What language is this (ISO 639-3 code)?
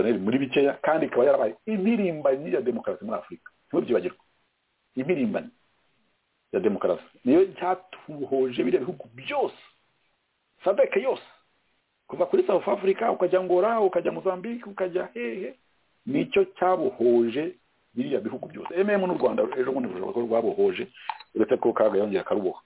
kin